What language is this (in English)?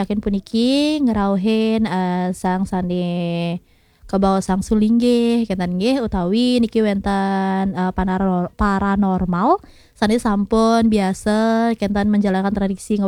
Balinese